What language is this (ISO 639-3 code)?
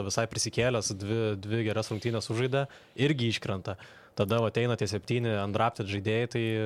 lit